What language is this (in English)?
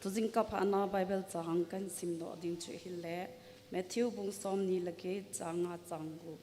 Thado Chin